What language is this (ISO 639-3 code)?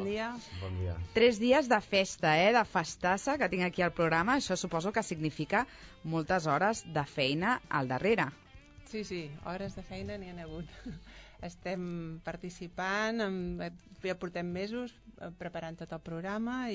cat